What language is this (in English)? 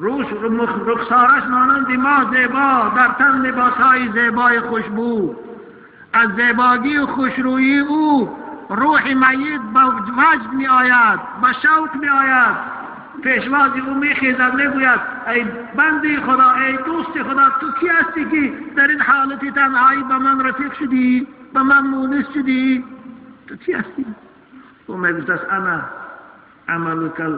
Tajik